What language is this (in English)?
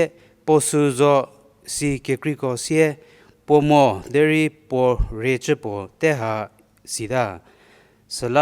Angami Naga